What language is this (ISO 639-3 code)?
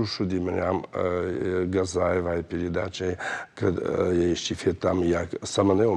oss